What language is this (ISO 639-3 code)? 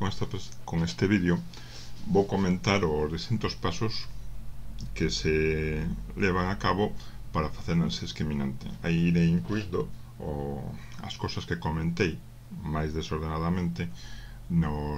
glg